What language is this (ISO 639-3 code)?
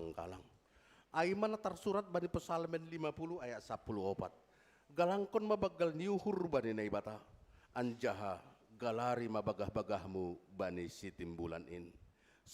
bts